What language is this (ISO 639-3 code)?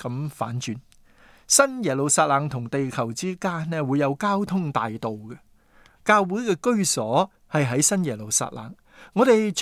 yue